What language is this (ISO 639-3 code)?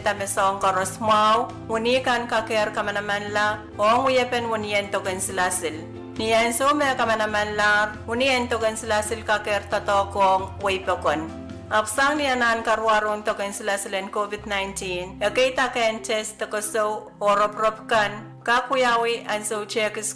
pon